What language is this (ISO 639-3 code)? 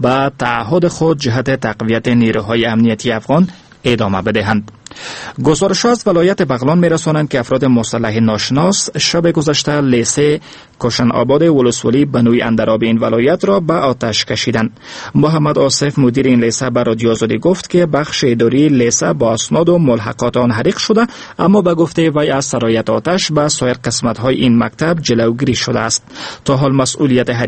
fas